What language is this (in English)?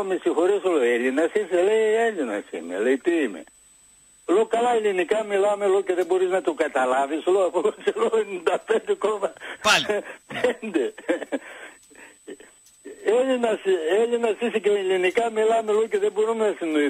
Greek